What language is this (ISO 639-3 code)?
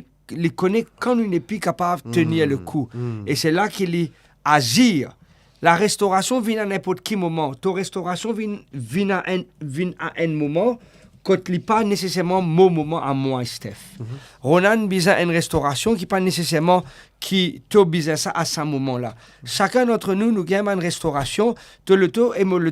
mfe